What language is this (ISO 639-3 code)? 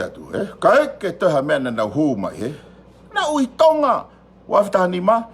ton